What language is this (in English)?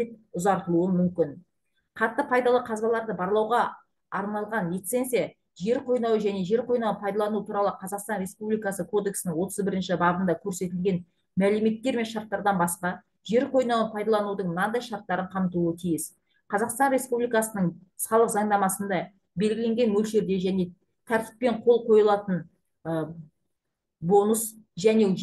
Kazakh